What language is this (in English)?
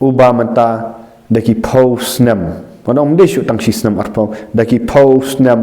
Khasi